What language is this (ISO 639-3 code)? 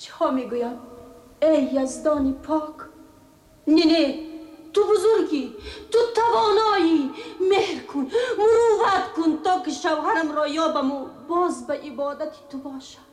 tgk